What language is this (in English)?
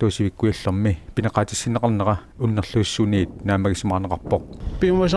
Kalaallisut